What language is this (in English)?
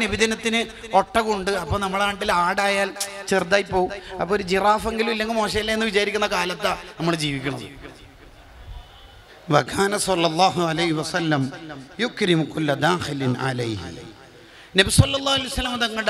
Malayalam